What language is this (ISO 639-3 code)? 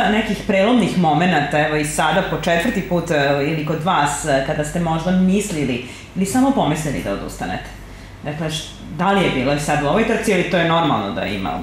srp